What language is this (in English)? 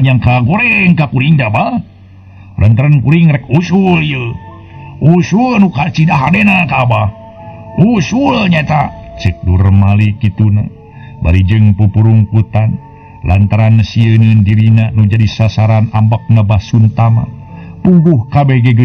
Sundanese